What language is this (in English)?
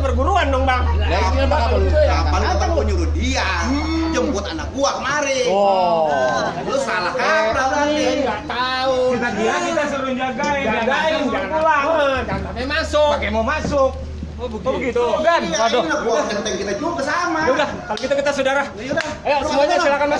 Betawi